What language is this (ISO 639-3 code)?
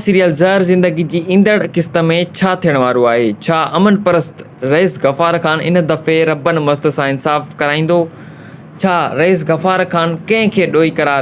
snd